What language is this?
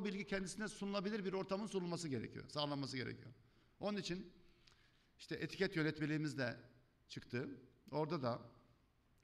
Turkish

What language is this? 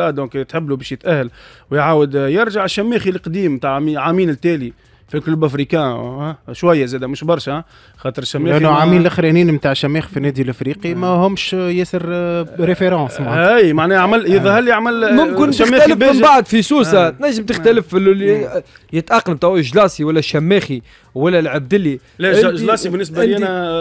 Tunisian Arabic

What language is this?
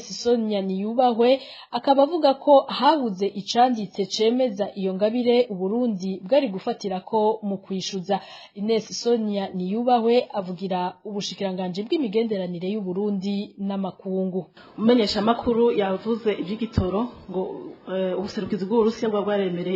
Rundi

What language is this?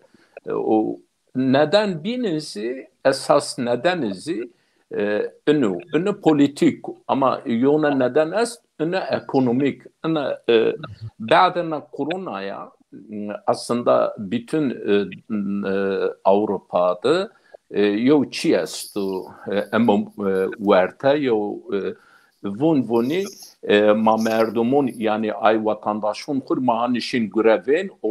Zaza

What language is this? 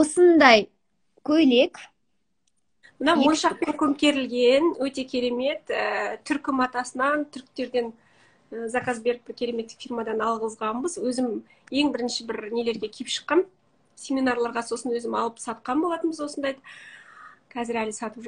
Kazakh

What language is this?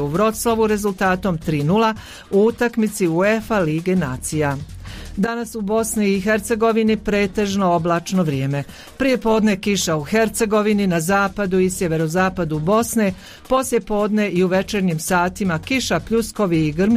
Bosnian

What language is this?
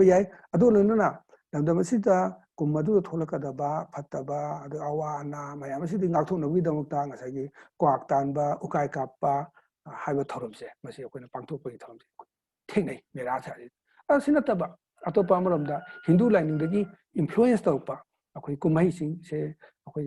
Manipuri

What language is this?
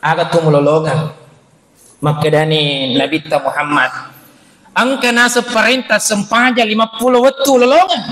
Buginese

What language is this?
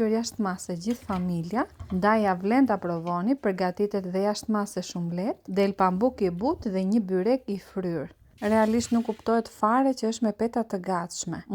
Albanian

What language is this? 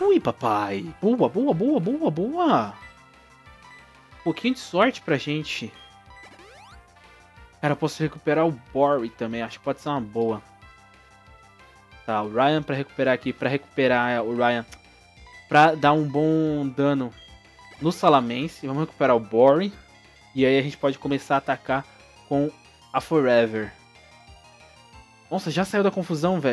Portuguese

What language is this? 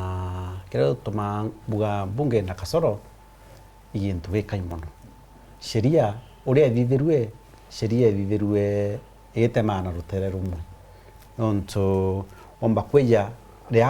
Meru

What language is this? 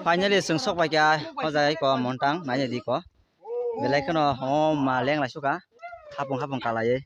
Kok Borok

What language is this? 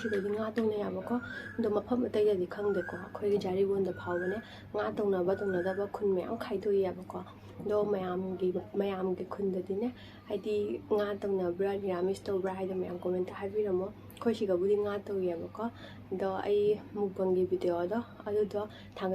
Manipuri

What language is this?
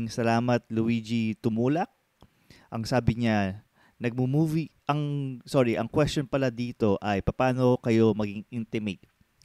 Filipino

